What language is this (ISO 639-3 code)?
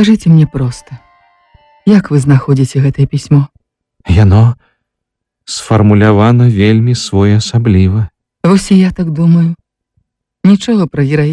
bel